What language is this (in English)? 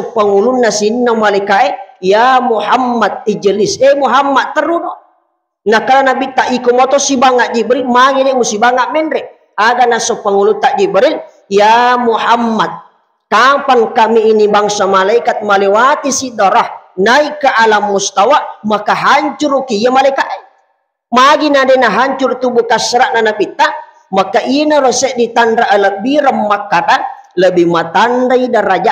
Buginese